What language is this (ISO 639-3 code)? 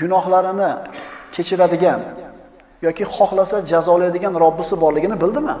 uzb